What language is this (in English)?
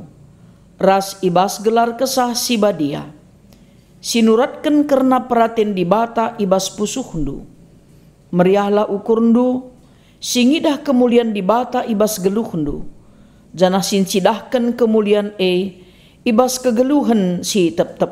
Batak Karo